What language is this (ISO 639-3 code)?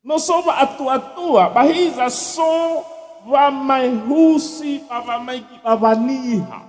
nia